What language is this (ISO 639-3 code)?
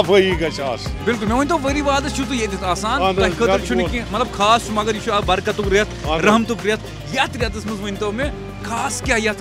kas